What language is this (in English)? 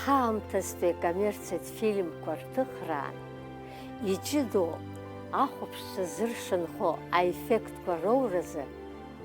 Abkhazian